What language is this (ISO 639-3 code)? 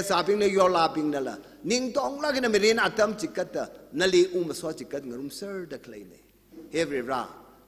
nmf